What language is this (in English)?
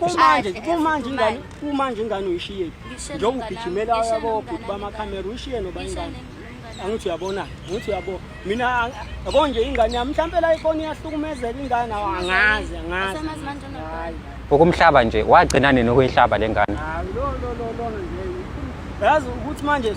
Zulu